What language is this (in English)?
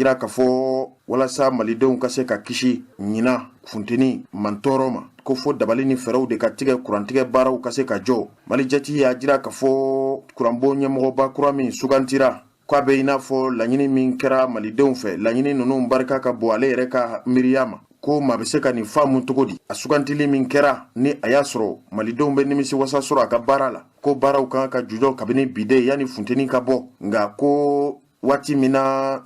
Bambara